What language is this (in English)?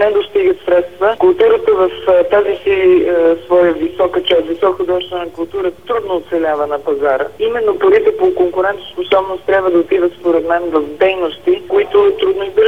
Bulgarian